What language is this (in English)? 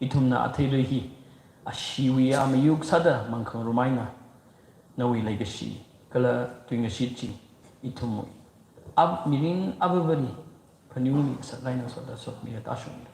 Tangkhul Naga (India)